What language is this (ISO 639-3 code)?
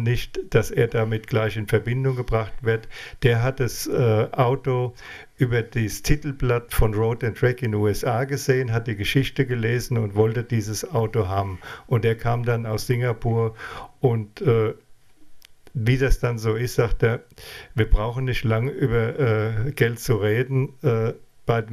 deu